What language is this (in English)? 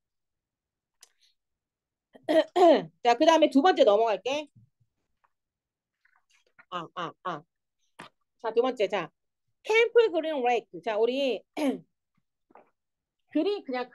Korean